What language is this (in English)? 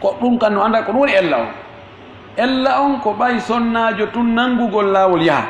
Fula